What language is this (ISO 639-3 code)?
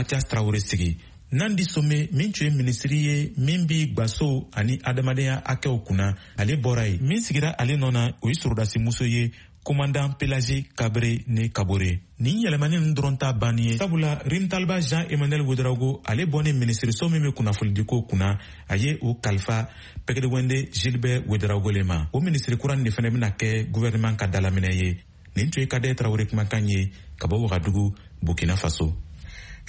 bam